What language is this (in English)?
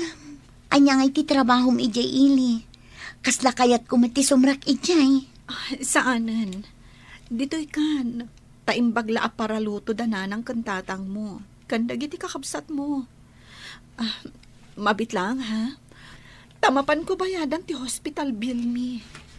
Iloko